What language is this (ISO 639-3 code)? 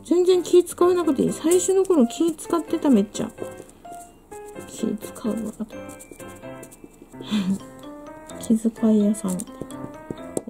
jpn